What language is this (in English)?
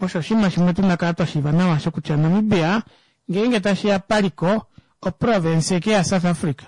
Kuanyama